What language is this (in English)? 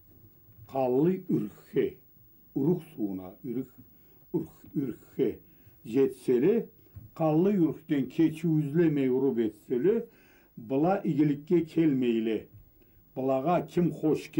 Karachay-Balkar